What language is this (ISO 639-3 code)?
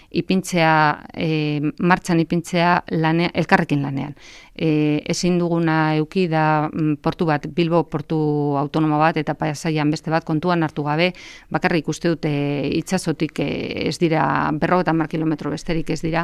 eus